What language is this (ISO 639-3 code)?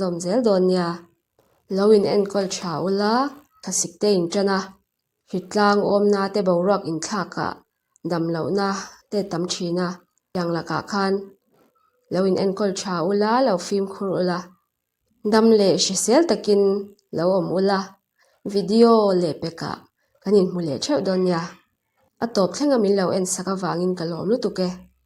lus